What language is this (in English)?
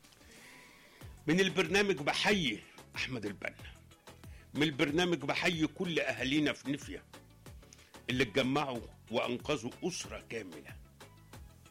Egyptian Arabic